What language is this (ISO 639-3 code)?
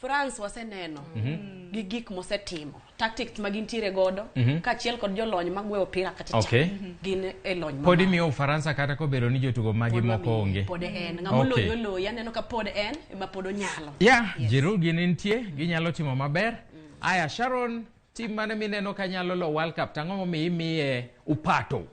luo